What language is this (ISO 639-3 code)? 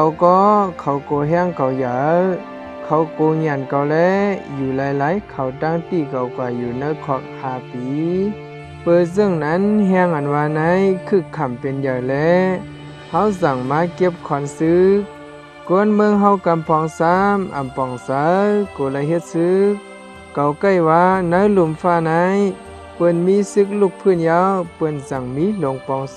shn